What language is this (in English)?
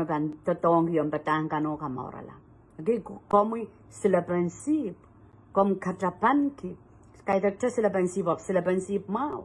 Pohnpeian